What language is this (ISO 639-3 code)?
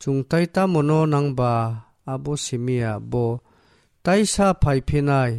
trp